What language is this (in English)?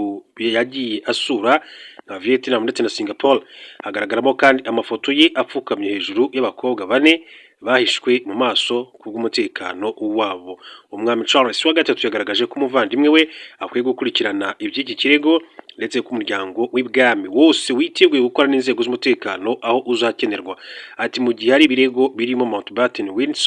Kinyarwanda